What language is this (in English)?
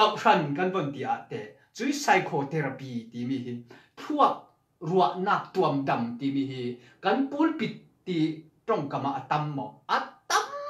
Falam Chin